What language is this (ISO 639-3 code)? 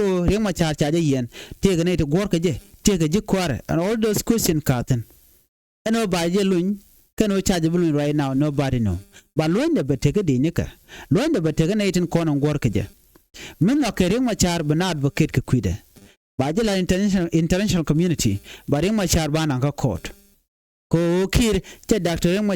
nus